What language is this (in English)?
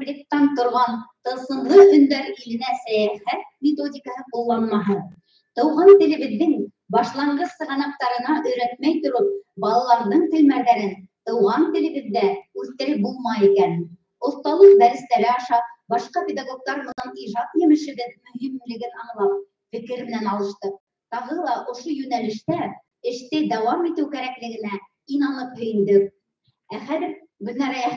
Bashkir